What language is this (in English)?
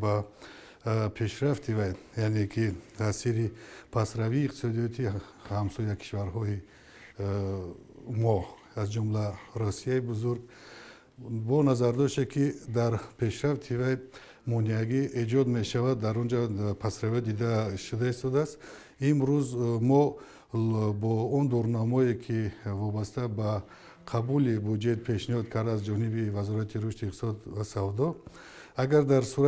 Tajik